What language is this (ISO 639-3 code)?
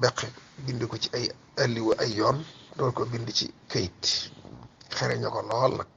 wol